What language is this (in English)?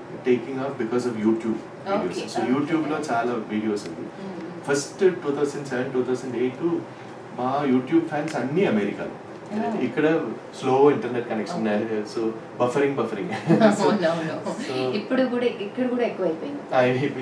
Telugu